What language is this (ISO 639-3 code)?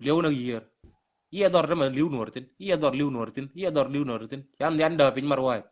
nus